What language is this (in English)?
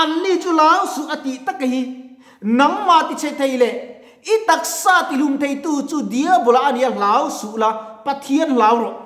Mizo